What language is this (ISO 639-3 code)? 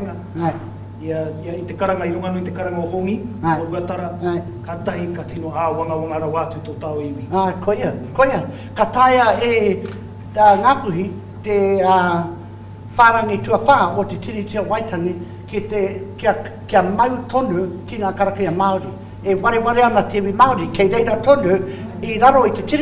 mri